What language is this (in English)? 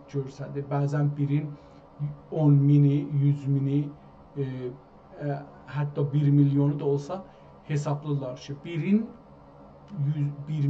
South Azerbaijani